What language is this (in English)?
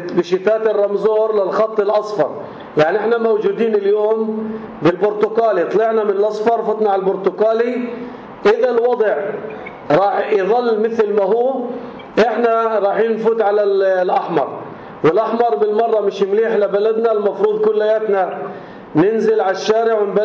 North Levantine Arabic